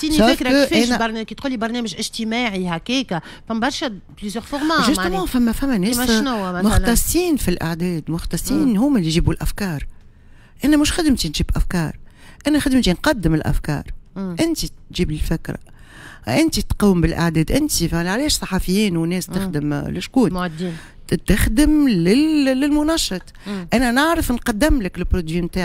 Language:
Tunisian Arabic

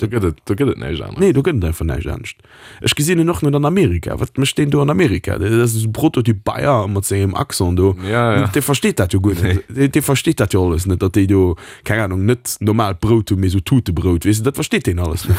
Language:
Luxembourgish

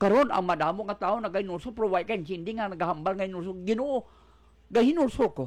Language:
Hiligaynon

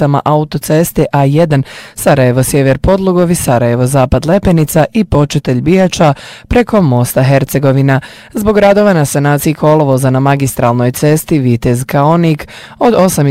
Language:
Bosnian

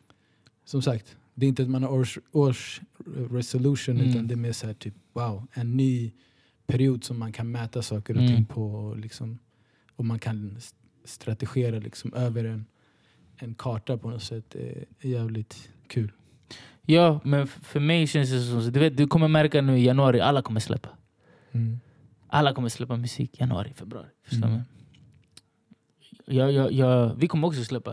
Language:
Swedish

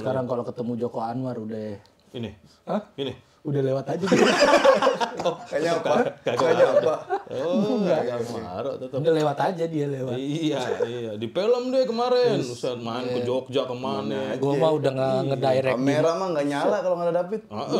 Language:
Betawi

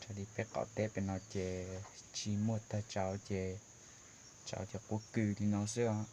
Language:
Hmong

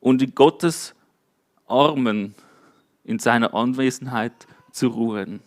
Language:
Swiss German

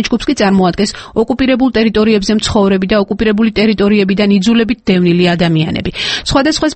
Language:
Georgian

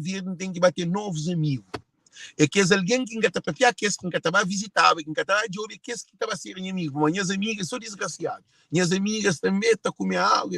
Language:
Kabuverdianu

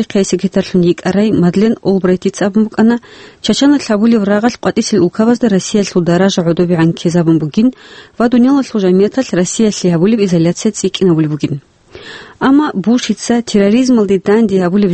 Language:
Avaric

